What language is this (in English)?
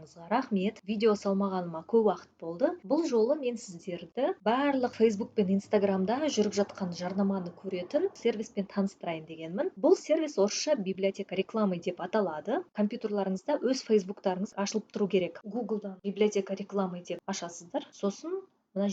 Kazakh